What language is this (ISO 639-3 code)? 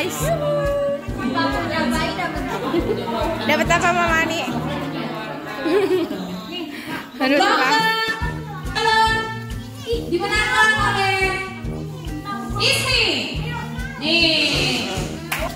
ind